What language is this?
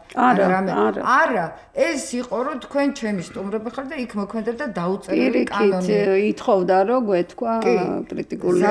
Georgian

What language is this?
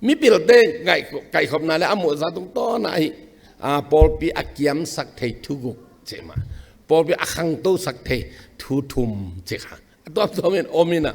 Tedim Chin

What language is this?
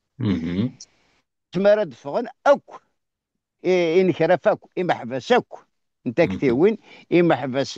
Kabyle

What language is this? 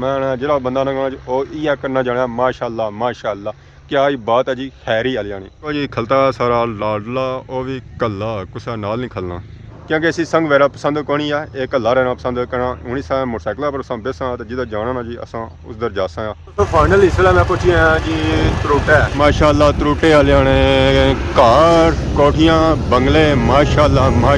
Pahari-Potwari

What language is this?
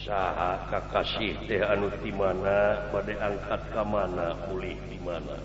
Sundanese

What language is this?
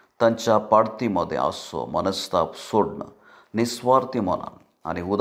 Konkani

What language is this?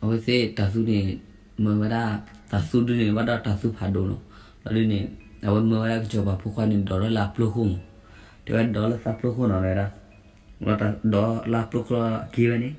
S'gaw Karen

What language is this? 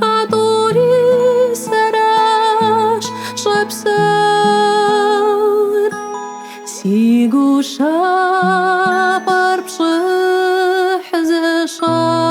Kabardian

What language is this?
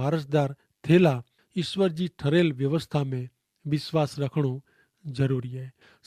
Kachhi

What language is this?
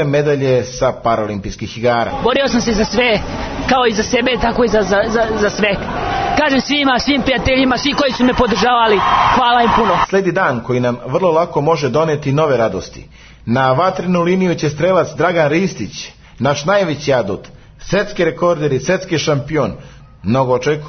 Serbian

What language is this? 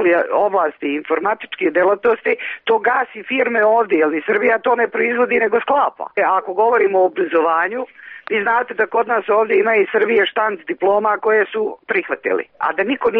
Serbian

